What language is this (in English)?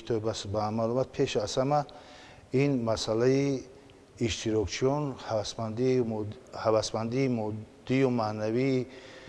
Tajik